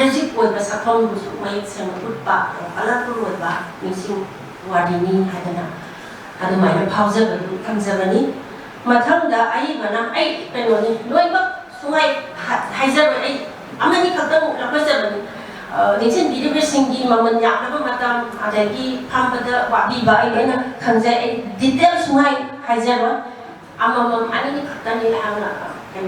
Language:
Manipuri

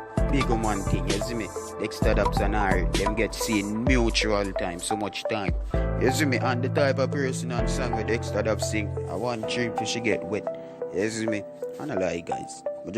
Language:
Jamaican Creole English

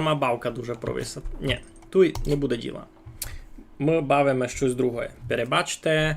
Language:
Rusyn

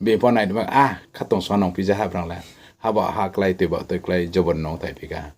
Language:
Riang (India)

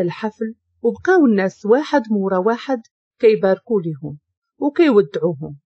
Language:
Moroccan Arabic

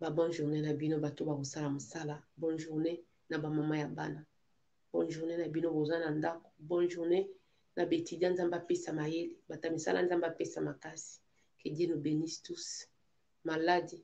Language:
Lingala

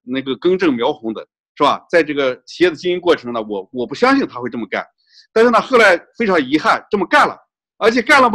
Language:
Chinese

